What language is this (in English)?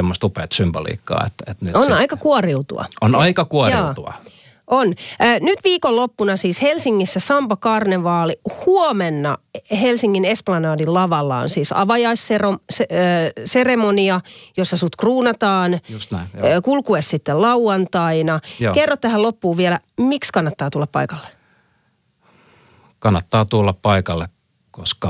Finnish